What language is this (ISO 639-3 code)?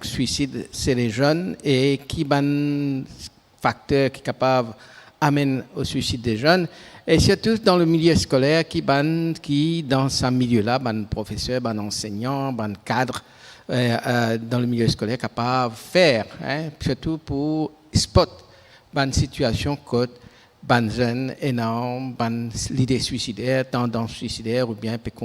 mfe